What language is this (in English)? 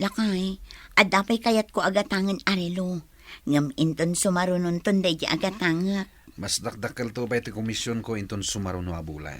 Iloko